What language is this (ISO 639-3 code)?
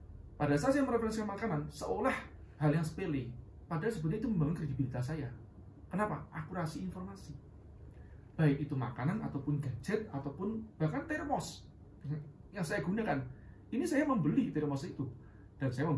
ind